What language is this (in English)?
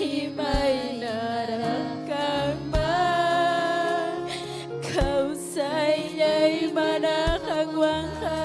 Ayacucho Quechua